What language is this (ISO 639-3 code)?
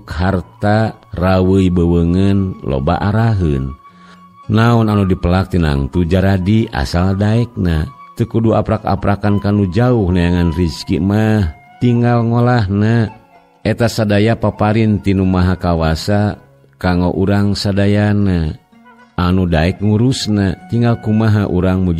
sun